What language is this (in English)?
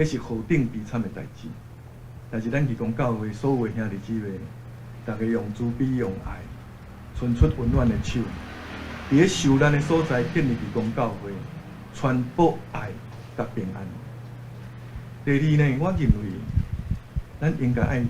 Min Nan Chinese